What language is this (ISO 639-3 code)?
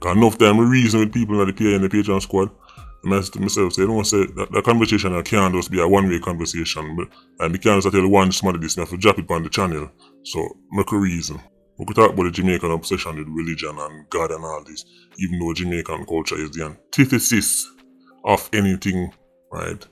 jam